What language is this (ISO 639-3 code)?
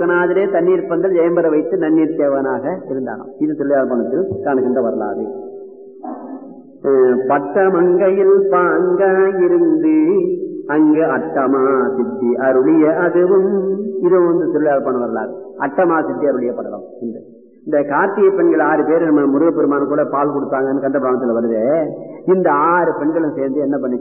tam